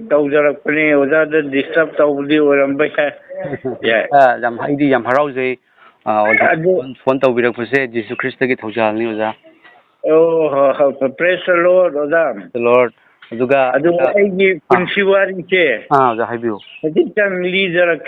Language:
Manipuri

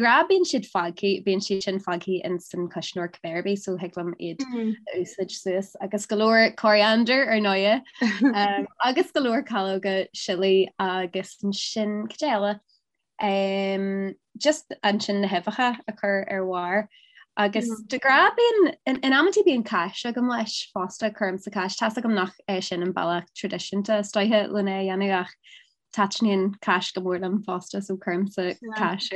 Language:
Irish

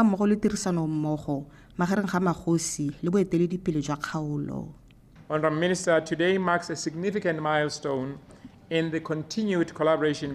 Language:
Tswana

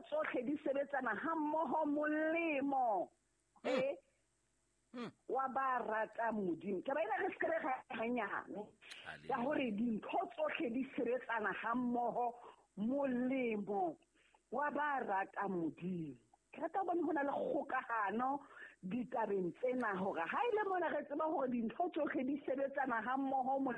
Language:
Southern Sotho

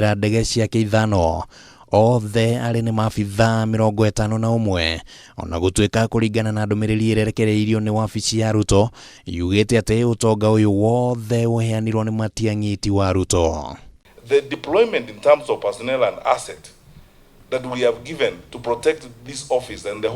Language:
Kikuyu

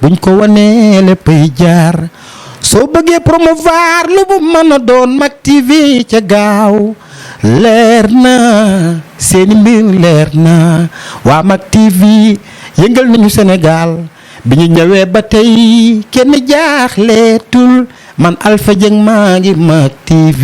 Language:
Wolof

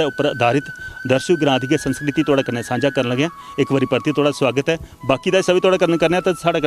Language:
Dogri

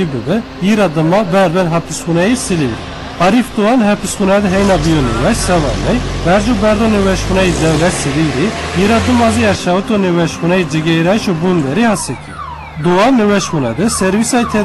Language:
Zaza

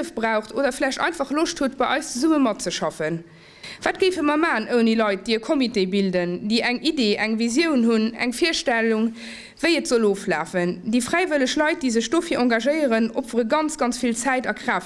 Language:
Luxembourgish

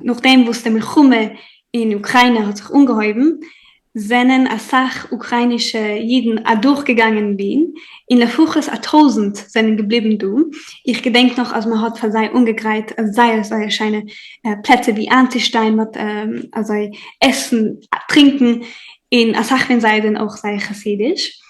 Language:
Yiddish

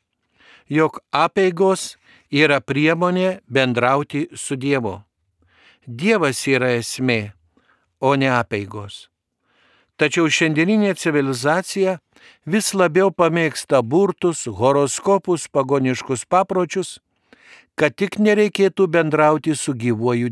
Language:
Lithuanian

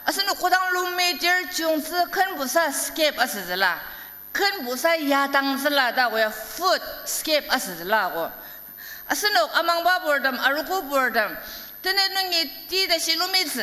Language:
Ao Naga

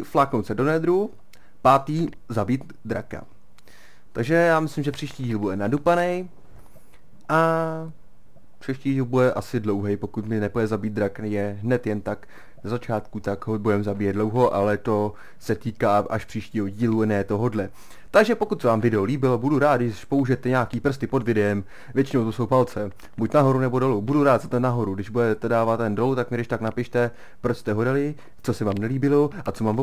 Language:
Czech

